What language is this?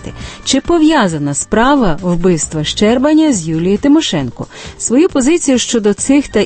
Ukrainian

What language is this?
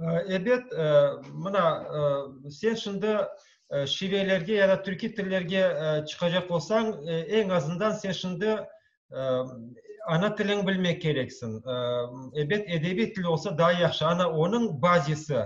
Crimean Tatar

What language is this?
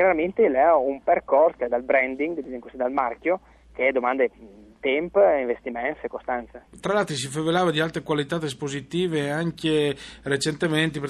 Friulian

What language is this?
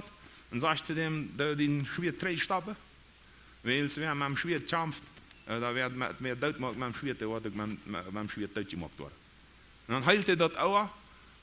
Plautdietsch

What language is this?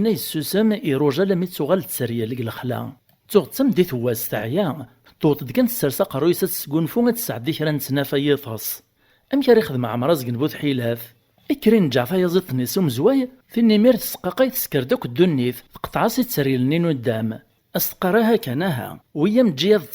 Kabyle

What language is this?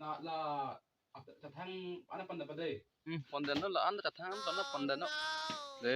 Karbi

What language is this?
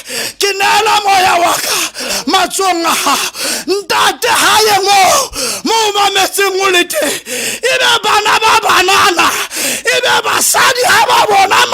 Southern Sotho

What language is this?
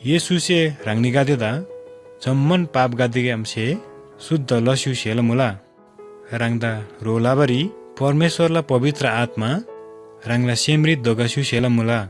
Eastern Tamang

